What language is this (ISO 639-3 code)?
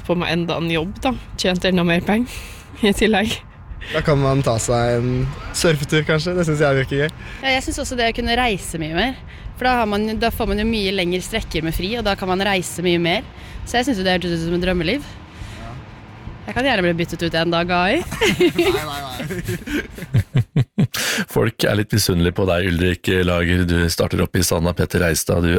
nor